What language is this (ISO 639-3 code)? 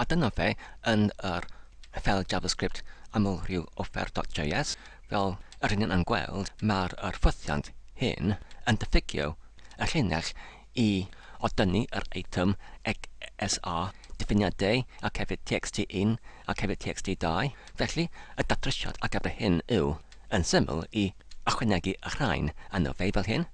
cym